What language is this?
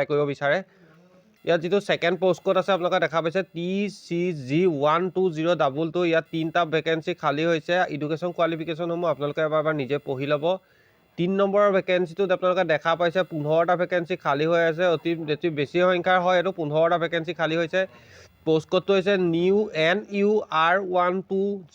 Assamese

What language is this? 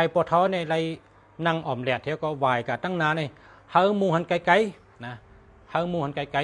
Shan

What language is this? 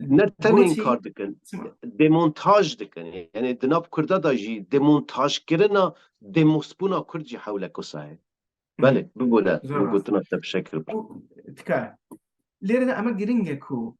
Kurdish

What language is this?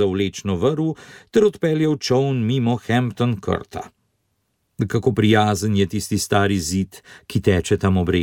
Slovenian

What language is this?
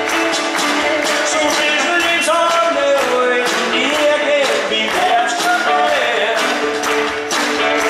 German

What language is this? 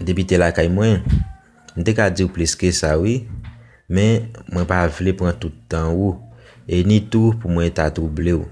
Haitian Creole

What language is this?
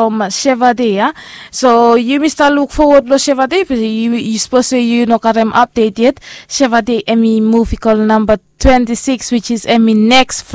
Bislama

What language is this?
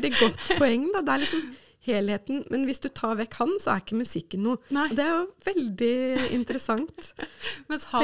Norwegian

